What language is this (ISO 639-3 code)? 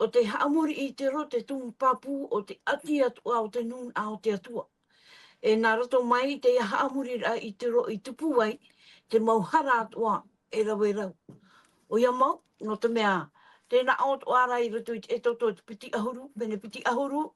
tah